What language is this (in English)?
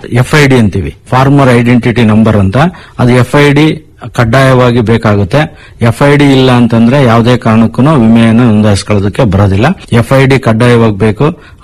Kannada